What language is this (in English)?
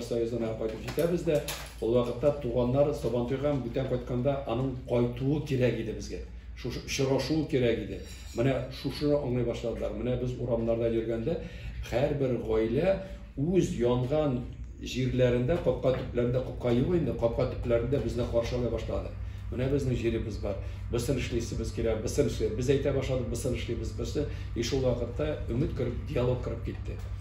Tatar